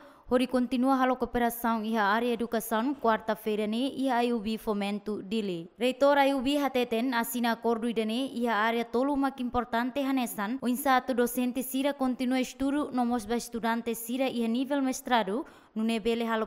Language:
Tetum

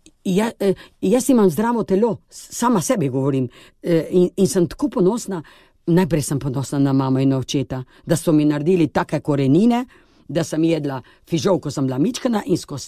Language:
Slovenian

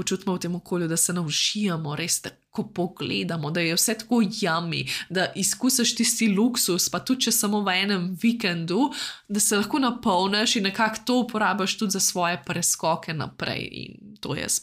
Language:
Slovenian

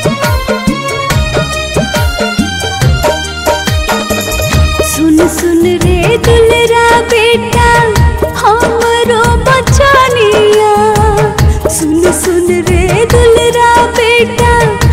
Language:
Bhojpuri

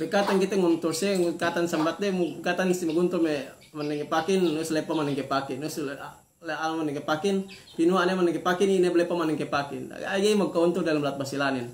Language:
Yakan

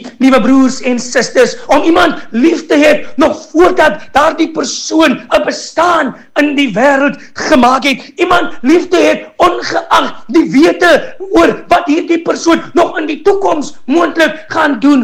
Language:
Afrikaans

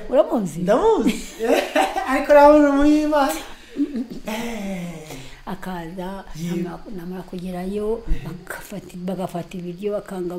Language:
Kinyarwanda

